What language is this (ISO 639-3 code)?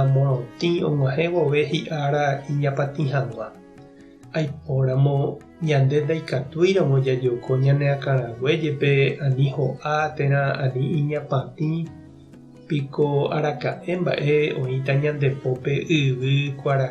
grn